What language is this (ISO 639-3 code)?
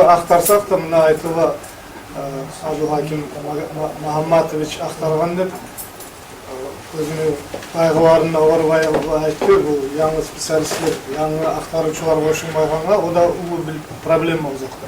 kum